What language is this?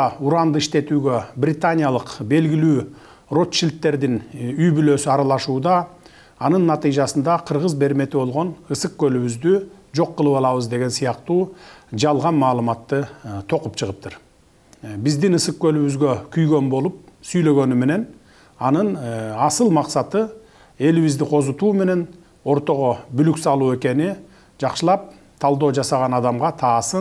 Kyrgyz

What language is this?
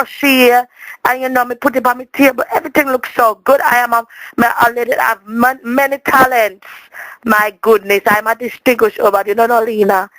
Jamaican Creole English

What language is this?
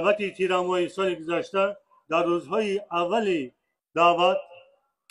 Tajik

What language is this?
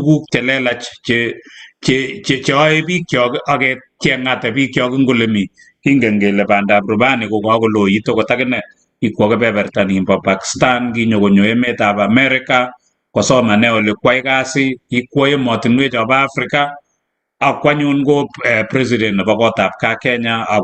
Kalenjin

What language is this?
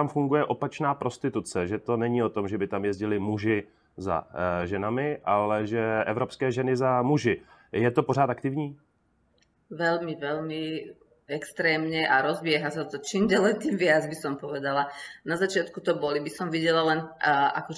Slovak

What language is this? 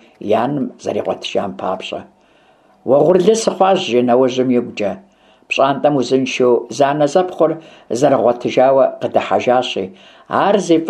Kabardian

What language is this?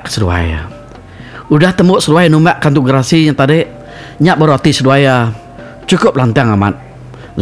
Iban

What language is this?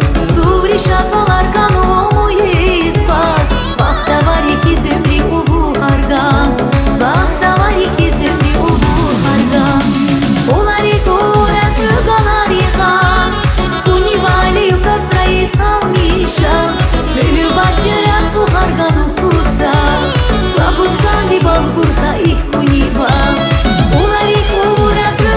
Tabassaran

